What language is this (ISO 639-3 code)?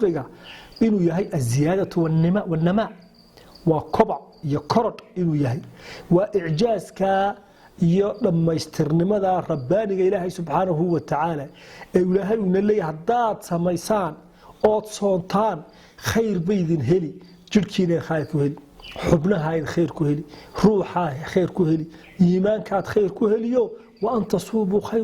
som